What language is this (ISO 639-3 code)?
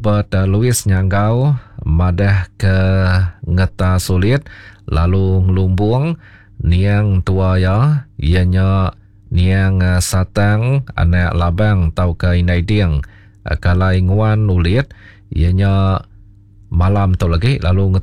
iba